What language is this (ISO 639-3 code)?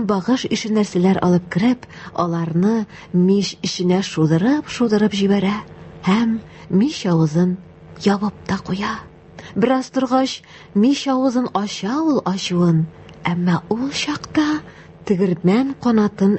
tat